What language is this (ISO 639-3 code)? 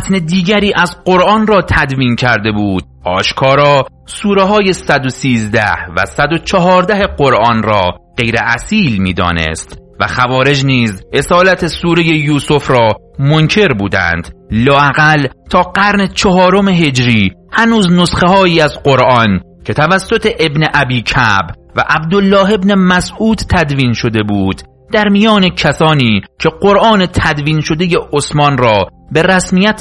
fas